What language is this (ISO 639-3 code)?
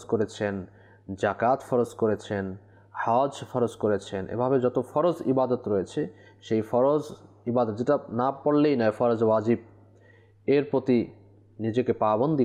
ben